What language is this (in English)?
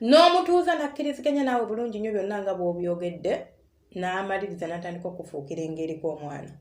Ganda